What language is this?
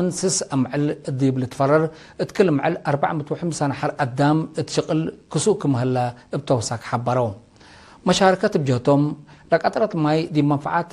Tigre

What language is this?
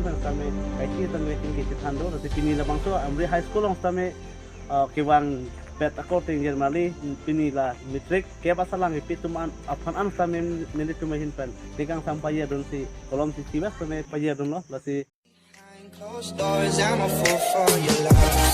Karbi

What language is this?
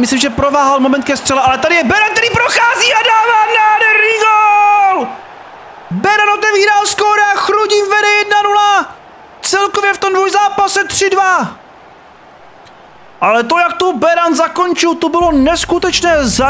Czech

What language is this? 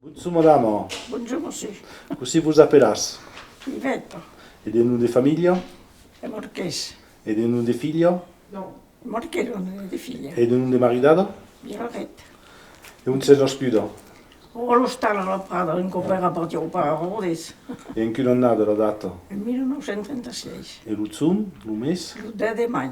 Occitan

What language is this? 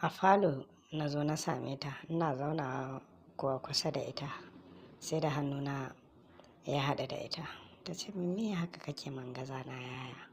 Hausa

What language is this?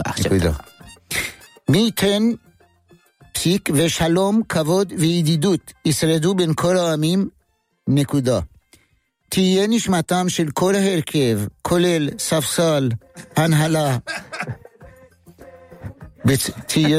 Hebrew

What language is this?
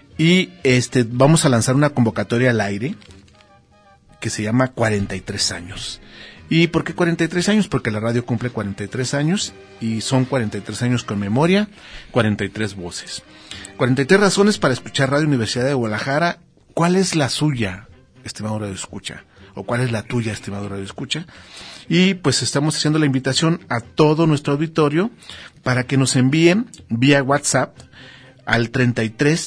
Spanish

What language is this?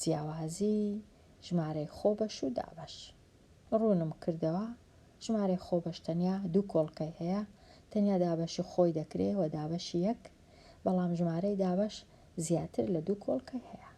Central Kurdish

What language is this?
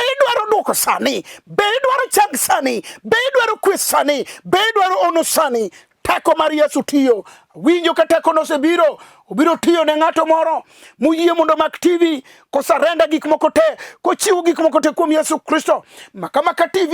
Luo (Kenya and Tanzania)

